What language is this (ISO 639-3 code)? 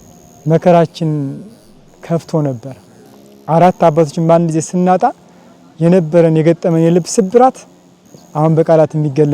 amh